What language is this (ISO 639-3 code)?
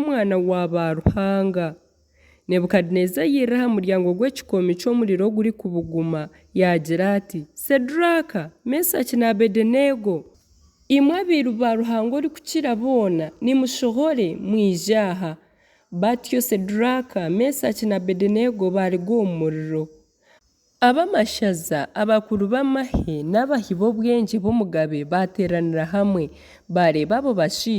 nyn